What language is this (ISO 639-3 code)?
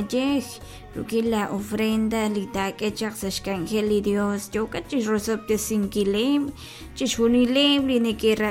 kek